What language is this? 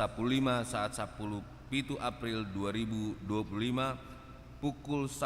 Batak Toba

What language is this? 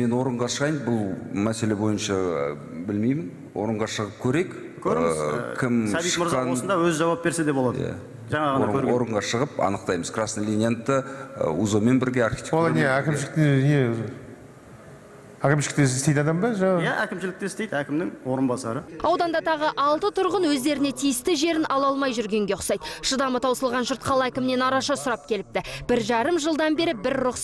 Kazakh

